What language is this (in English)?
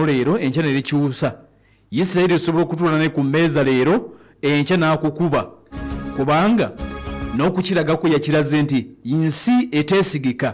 Ganda